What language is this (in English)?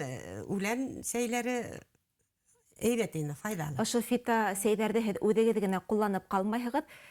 Bashkir